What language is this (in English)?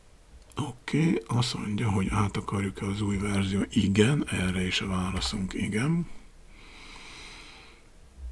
Hungarian